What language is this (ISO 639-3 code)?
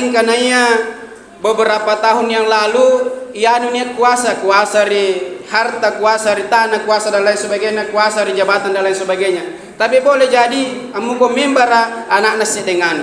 mak